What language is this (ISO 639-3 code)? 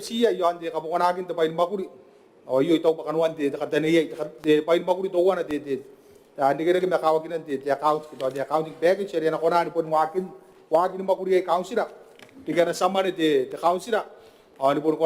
gil